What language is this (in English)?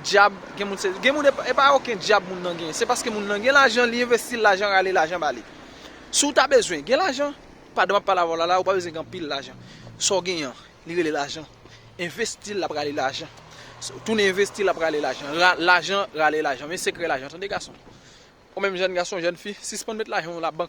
Haitian Creole